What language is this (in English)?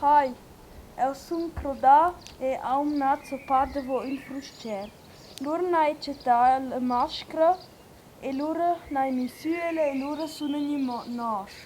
Romansh